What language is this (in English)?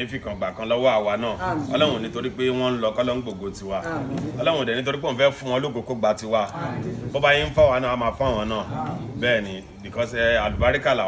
Yoruba